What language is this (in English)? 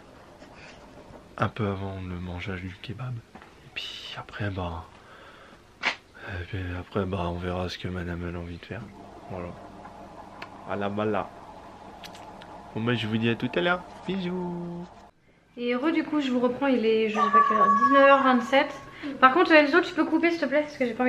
French